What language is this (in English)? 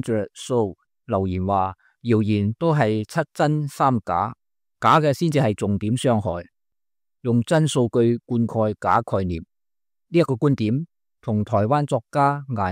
Cantonese